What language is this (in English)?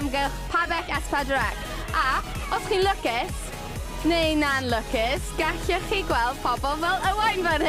Welsh